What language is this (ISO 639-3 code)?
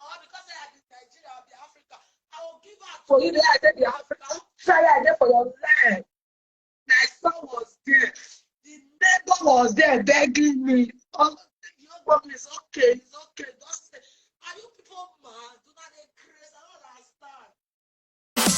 pcm